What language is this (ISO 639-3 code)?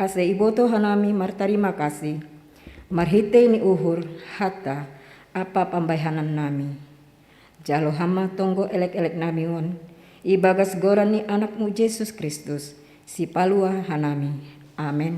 bts